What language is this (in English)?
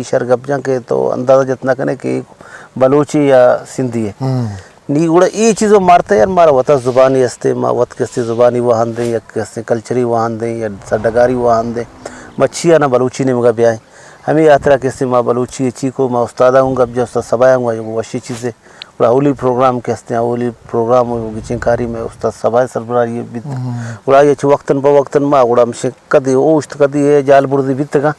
Eastern Balochi